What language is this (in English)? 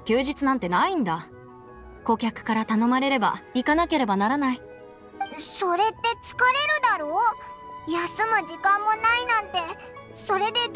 Japanese